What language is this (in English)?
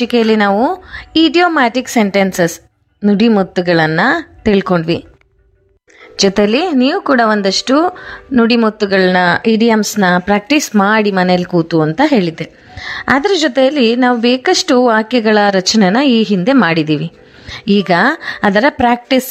Kannada